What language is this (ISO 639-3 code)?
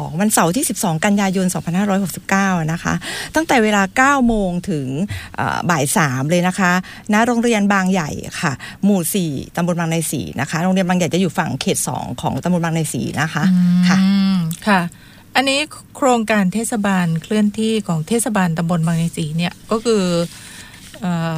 tha